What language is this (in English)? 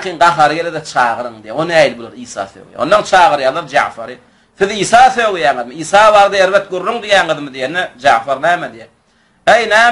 Turkmen